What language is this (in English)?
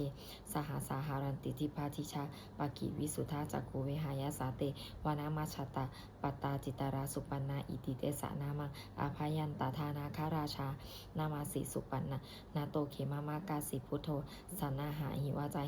Pali